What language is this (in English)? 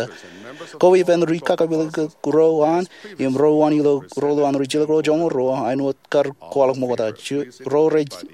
Marshallese